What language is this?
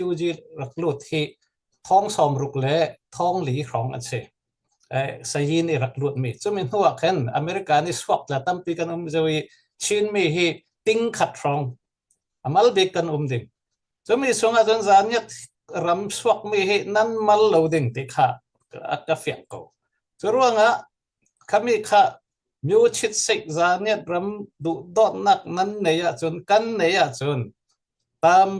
Falam Chin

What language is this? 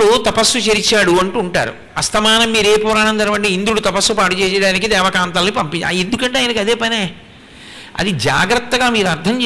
Telugu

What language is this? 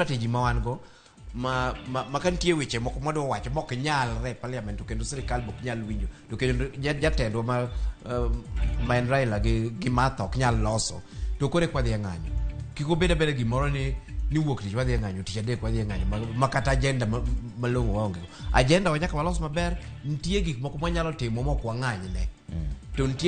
Luo (Kenya and Tanzania)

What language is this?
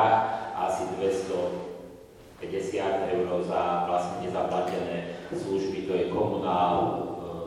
Slovak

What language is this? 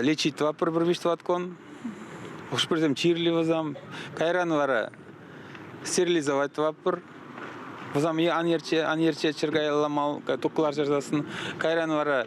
Chuvash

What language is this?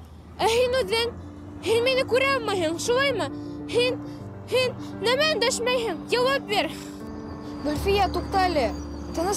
Bashkir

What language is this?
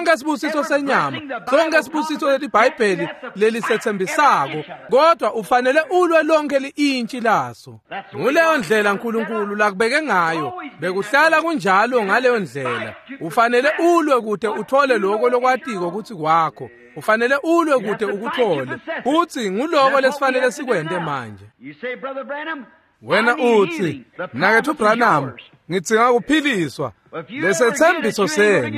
Swati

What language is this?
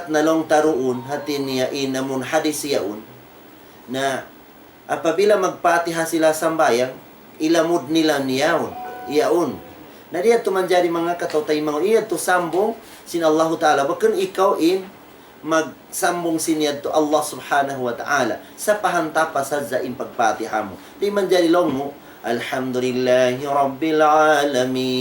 Tausug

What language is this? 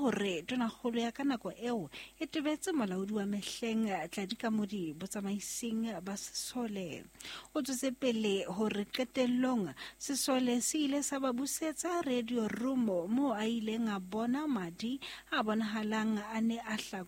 Southern Sotho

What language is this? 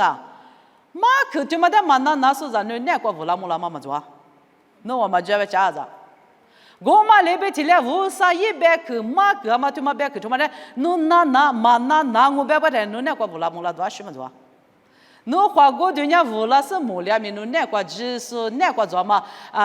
Lisu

